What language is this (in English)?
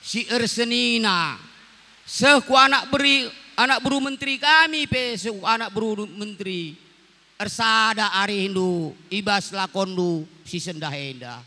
Batak Karo